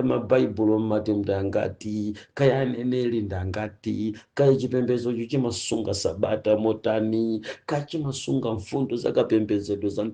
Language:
Nyanja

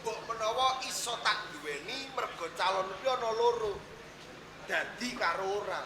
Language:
Javanese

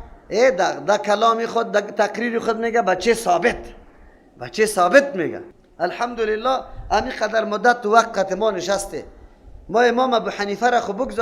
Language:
Persian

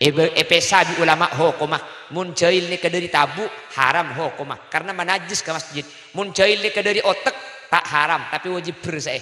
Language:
Madurese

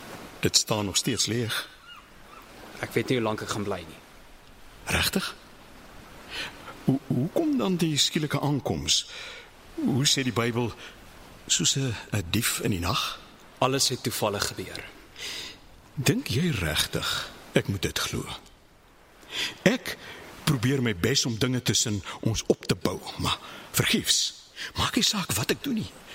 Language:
Afrikaans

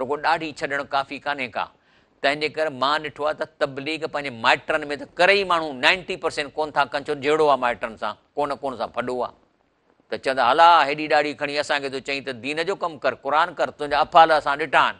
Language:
Sindhi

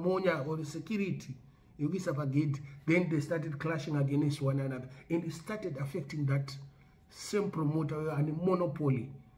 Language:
Shona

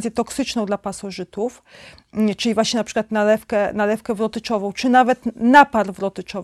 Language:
Polish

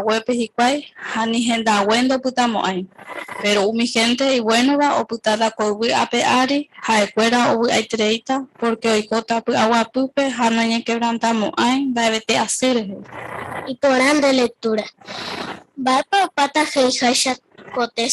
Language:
Guarani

